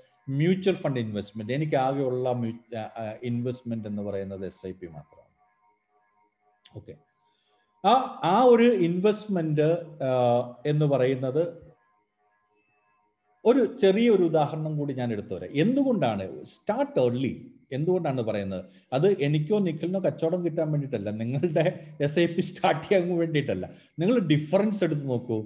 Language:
Malayalam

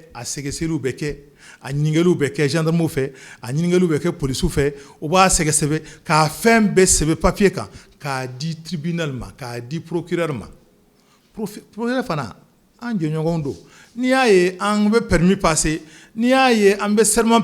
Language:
Bambara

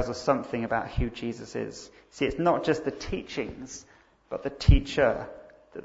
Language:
English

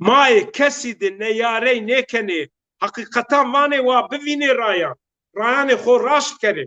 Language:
Zaza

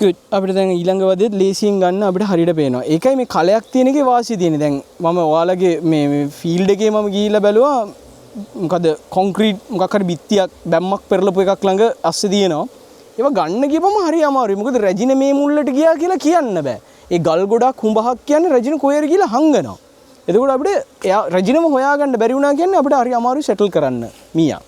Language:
Sinhala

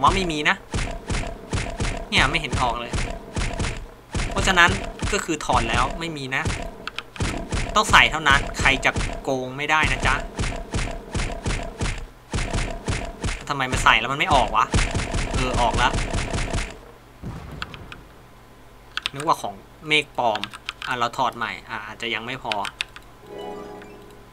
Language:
Thai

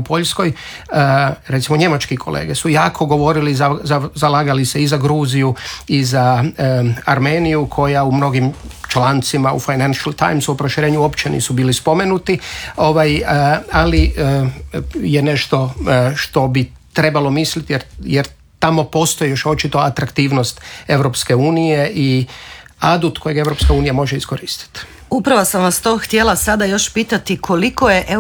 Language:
Croatian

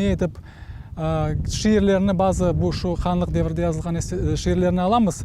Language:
Crimean Tatar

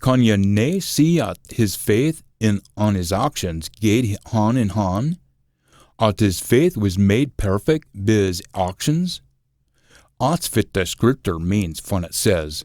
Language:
Scots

